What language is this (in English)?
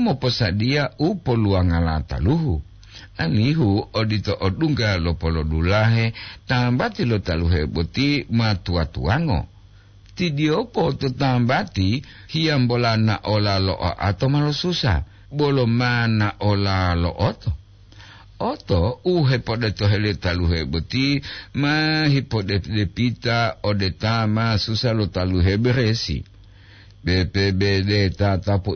Gorontalo